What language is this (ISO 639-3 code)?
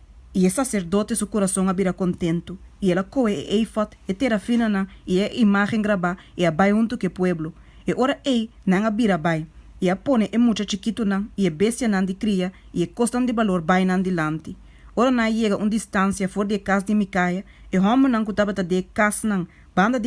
pap